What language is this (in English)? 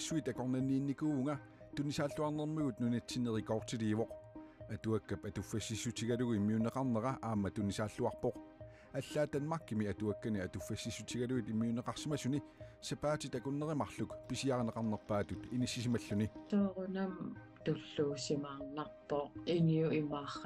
Kalaallisut